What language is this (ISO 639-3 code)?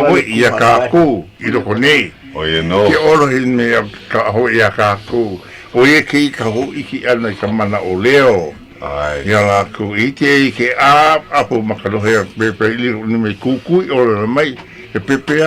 haw